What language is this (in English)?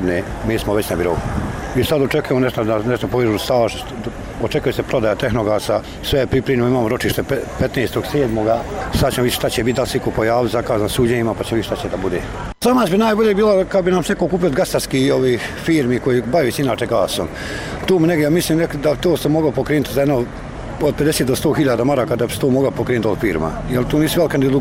Bosnian